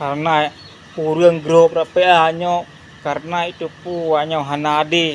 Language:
Achinese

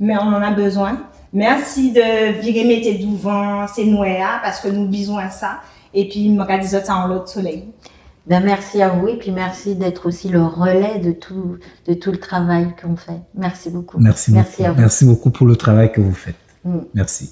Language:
Guadeloupean Creole French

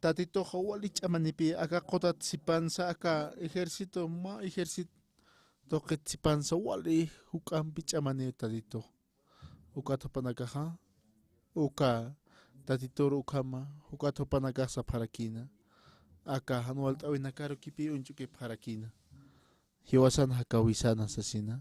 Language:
Aymara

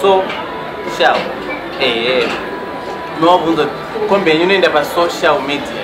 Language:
Shona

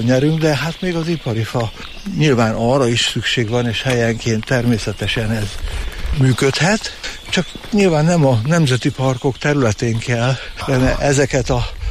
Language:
Hungarian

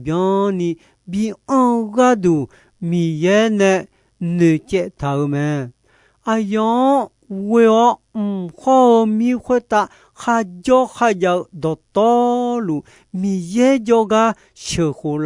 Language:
Akha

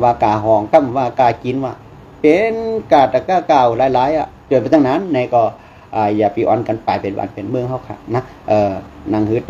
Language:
Shan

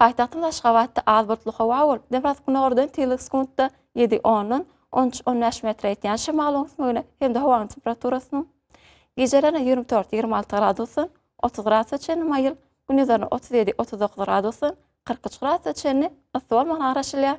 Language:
Turkmen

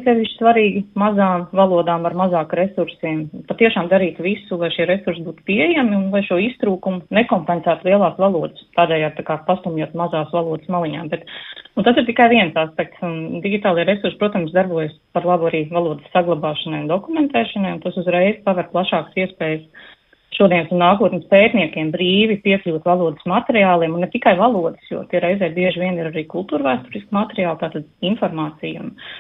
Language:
Latvian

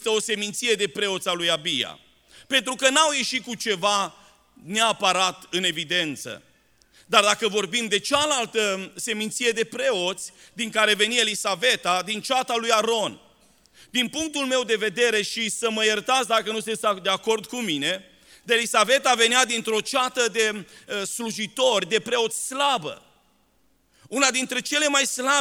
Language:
Romanian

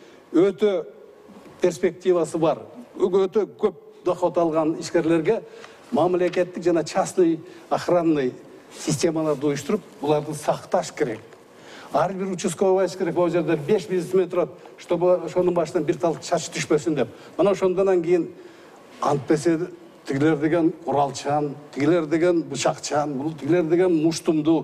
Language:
Kyrgyz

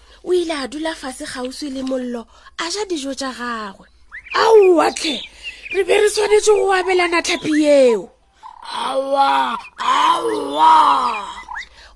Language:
Northern Sotho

